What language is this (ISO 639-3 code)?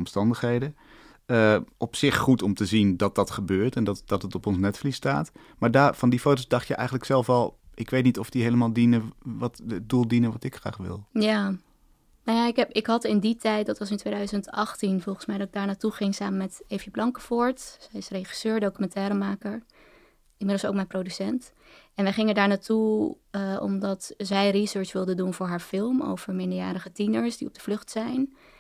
nld